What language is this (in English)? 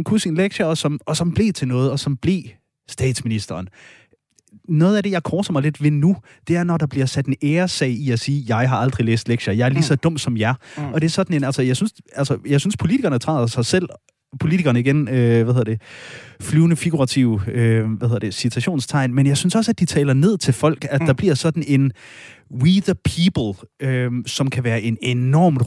Danish